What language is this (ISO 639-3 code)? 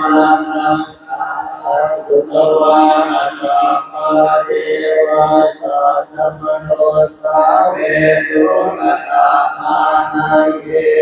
pli